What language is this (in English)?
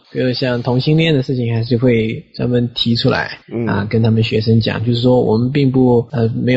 Chinese